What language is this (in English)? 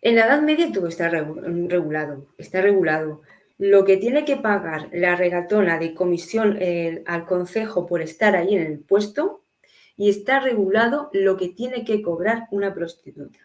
Ladino